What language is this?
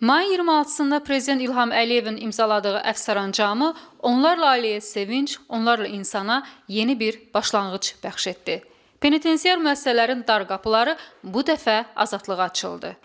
Azerbaijani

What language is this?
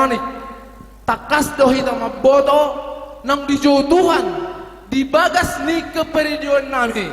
Batak Toba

